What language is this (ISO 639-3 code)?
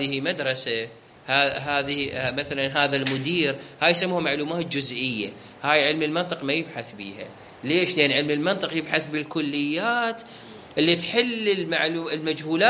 acm